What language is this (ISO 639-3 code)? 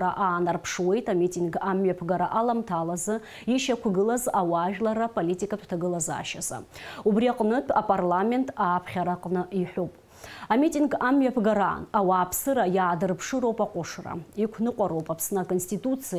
abk